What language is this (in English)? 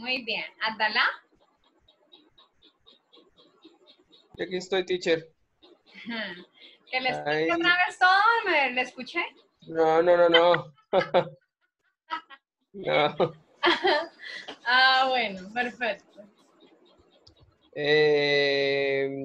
Spanish